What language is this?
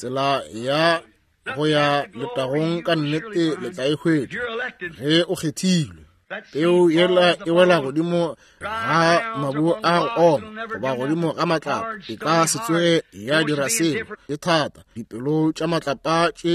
Northern Sotho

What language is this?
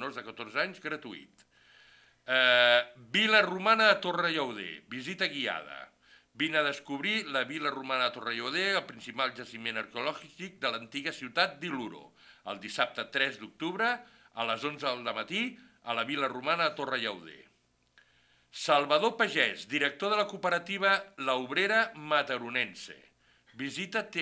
Catalan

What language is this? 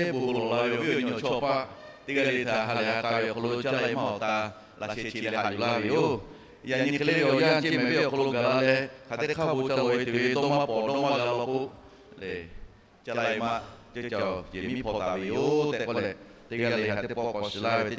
Lahu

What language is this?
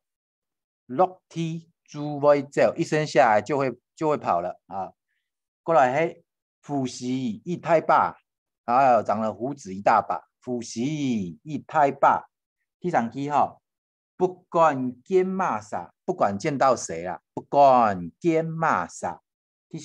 Hakka Chinese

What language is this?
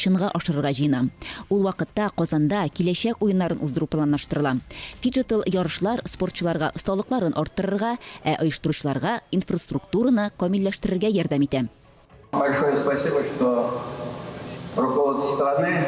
Tatar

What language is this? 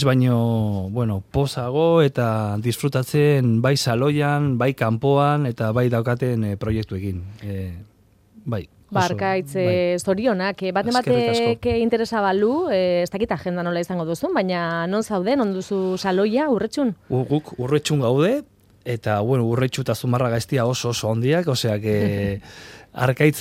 Basque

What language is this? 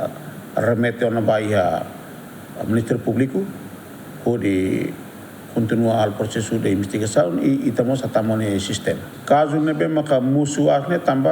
Tetum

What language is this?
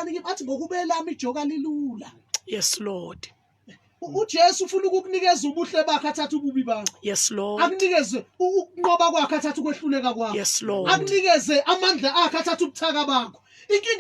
Zulu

